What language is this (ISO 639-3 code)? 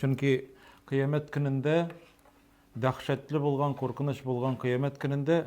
tat